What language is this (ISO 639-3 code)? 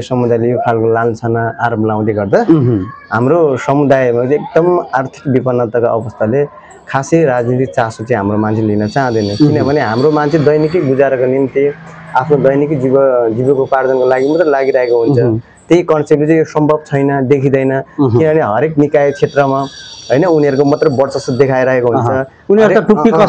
nep